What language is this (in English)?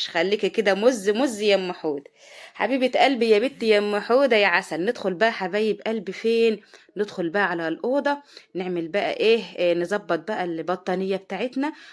Egyptian Arabic